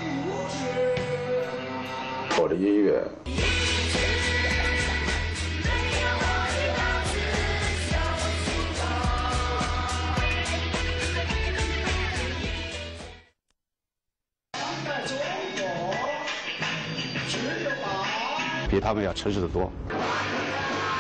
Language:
Chinese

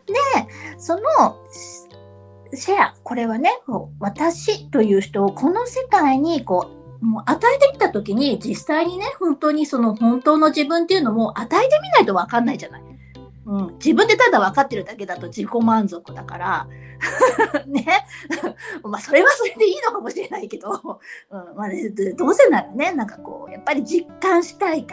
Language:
Japanese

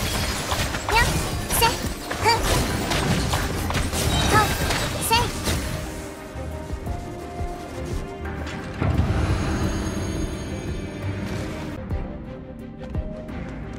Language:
Japanese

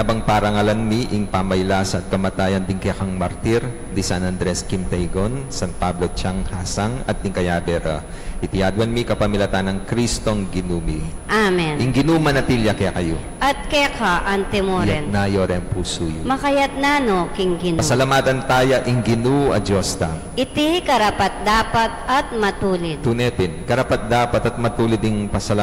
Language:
Pampanga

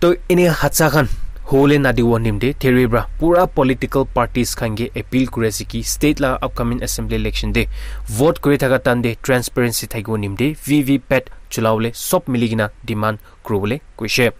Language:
Naga Pidgin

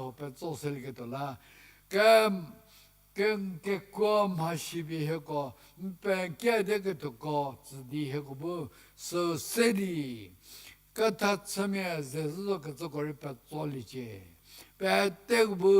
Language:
Angami Naga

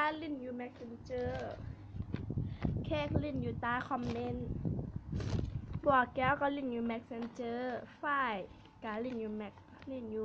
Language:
Lao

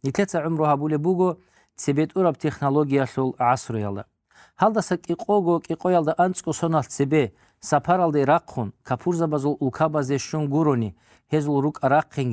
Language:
Avaric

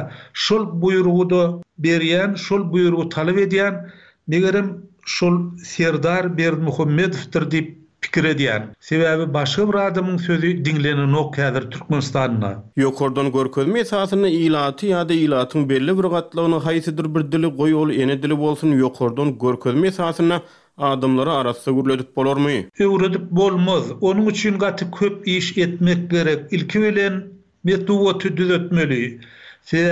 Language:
Turkmen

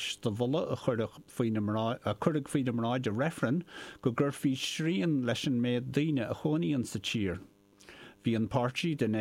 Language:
Irish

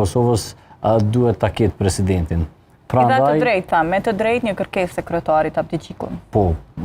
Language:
Albanian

